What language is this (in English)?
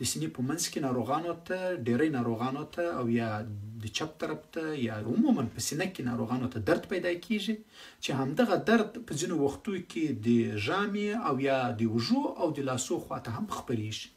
Pashto